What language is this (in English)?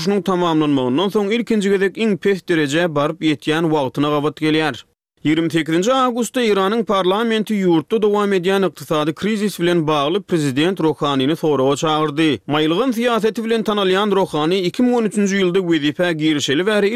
Turkmen